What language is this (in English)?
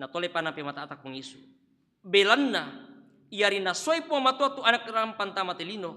Toraja-Sa'dan